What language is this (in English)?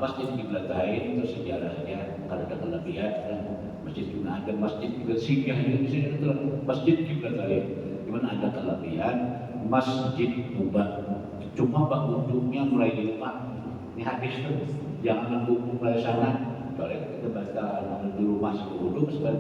Banjar